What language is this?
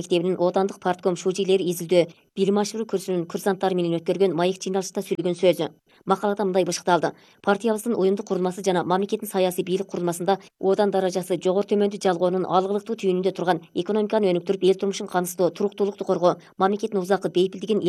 Kyrgyz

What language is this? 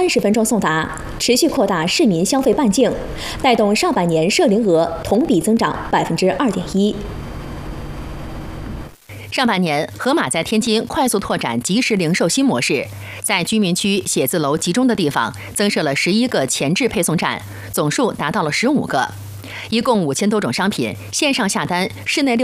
Chinese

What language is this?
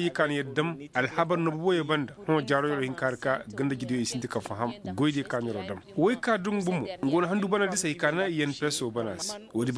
Koyraboro Senni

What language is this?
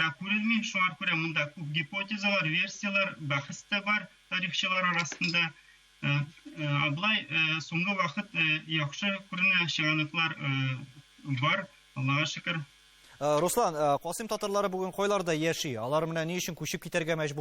Tatar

